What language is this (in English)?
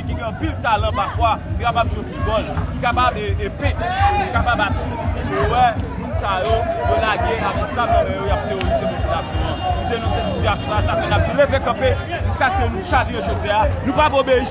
Haitian Creole